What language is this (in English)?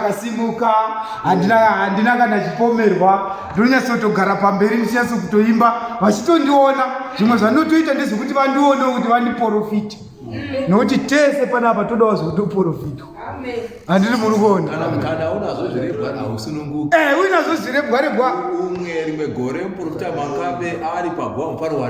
Shona